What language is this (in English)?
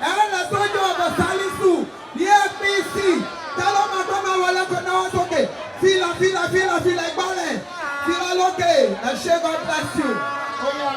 Yoruba